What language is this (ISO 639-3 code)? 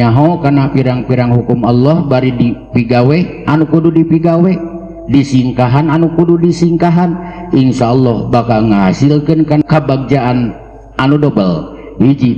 sun